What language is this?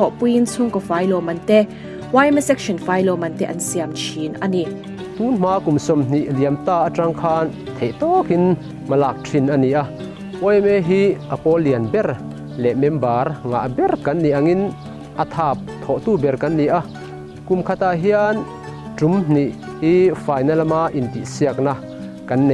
Mizo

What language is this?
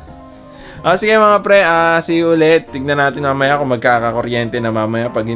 Filipino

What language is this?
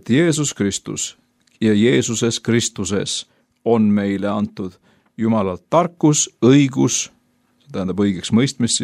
Estonian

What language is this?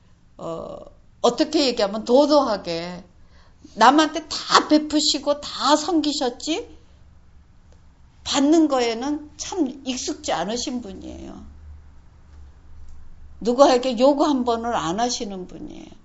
Korean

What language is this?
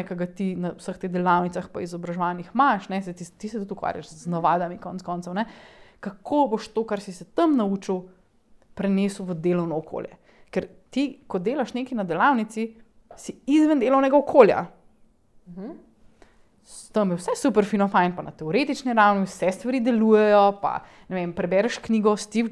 Slovenian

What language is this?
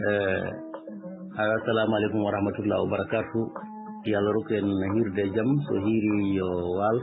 Fula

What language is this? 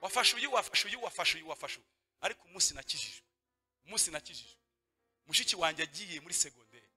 Kinyarwanda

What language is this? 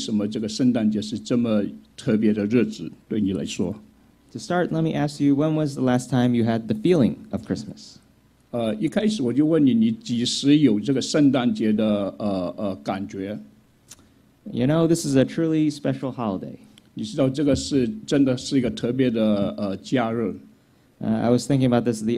Chinese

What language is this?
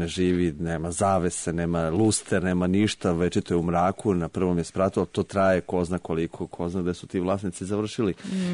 Serbian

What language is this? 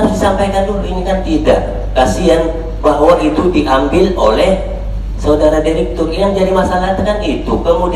Indonesian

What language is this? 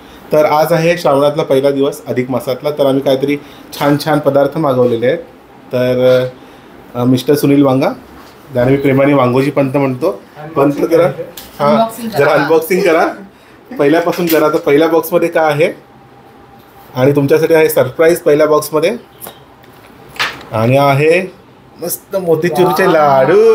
Marathi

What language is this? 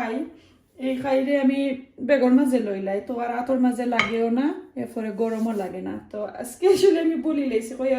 Sylheti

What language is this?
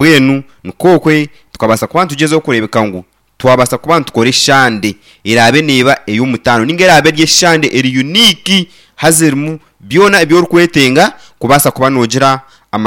Nyankole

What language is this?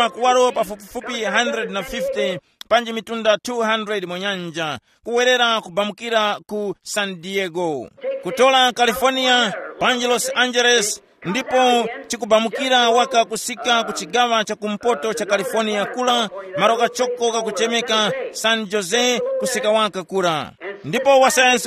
Tumbuka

